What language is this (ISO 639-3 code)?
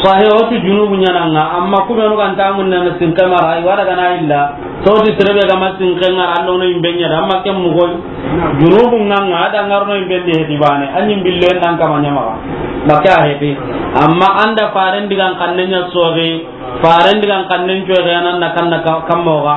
snk